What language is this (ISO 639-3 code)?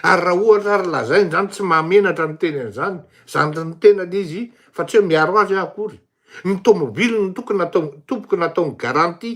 mlg